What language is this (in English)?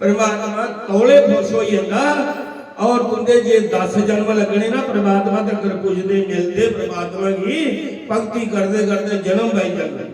Dogri